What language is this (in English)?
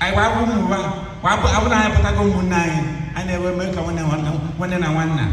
Igbo